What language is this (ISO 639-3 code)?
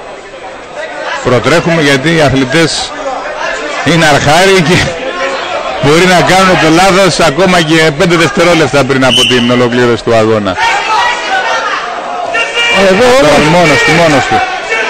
ell